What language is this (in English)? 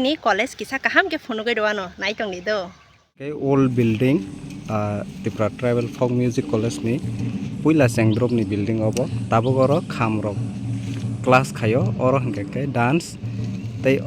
Kok Borok